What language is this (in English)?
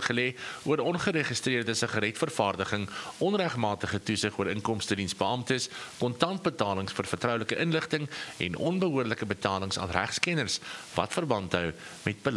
Afrikaans